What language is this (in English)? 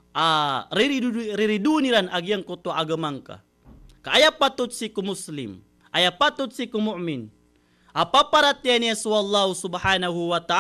Maranao